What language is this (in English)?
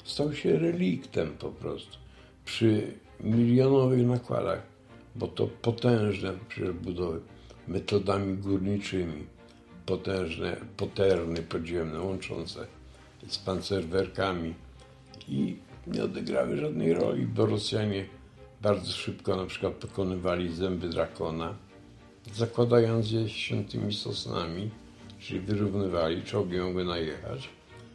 Polish